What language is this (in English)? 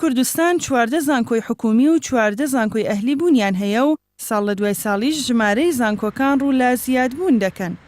Central Kurdish